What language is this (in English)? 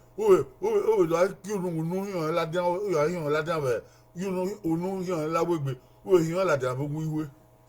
Bini